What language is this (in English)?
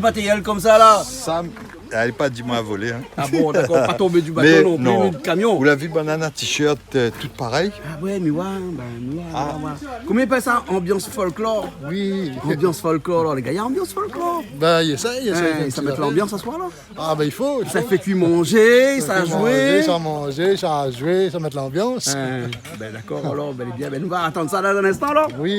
Réunion Creole French